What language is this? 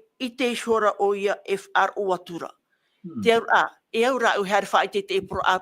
Tahitian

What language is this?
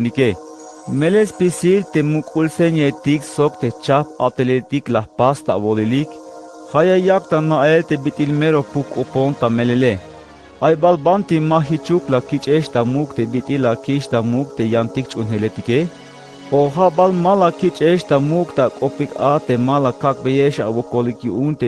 Tzeltal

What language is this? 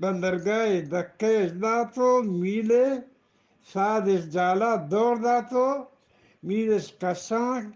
Eastern Balochi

